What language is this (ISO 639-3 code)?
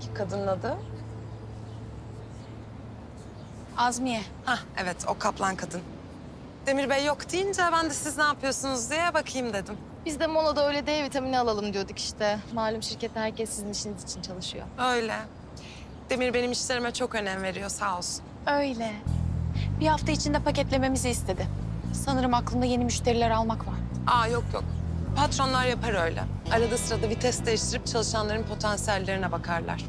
tur